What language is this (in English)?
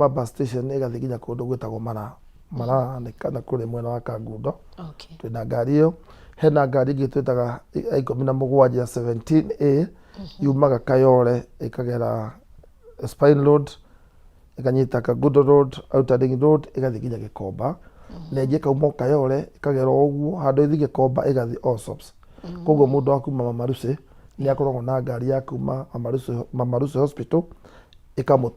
Kikuyu